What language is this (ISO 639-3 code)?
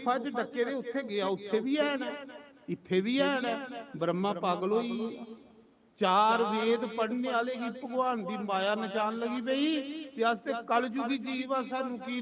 doi